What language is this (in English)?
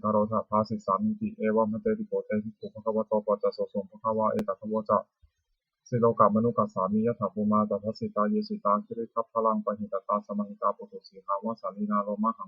Pali